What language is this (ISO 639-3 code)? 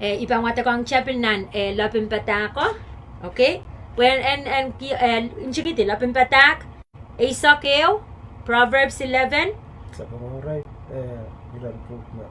pon